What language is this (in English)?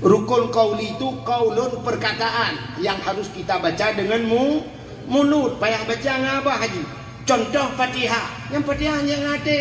Achinese